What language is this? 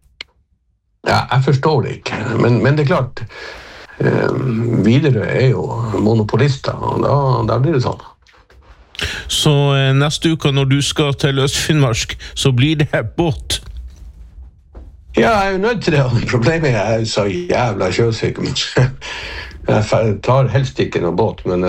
Norwegian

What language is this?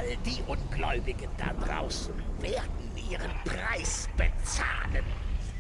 Bavarian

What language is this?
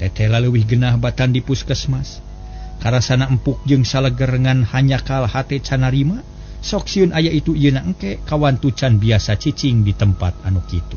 Sundanese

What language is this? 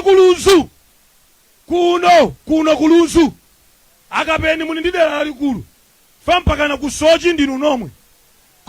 Nyanja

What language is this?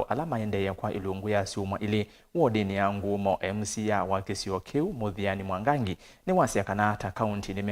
Kamba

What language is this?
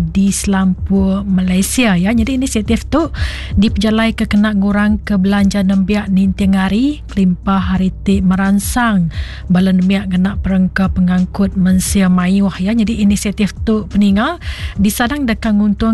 Iban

